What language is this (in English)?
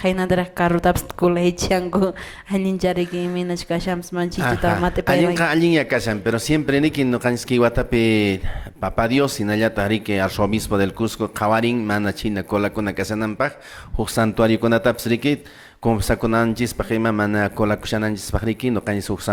Quechua